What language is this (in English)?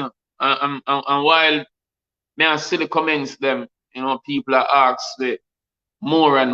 Jamaican Creole English